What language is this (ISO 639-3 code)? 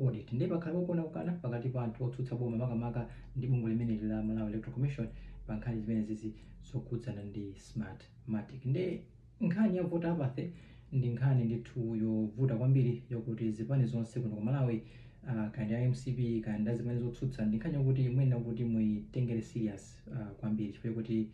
nya